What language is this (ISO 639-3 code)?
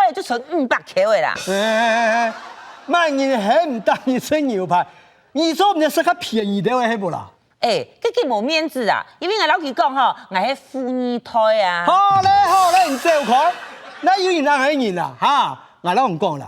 hak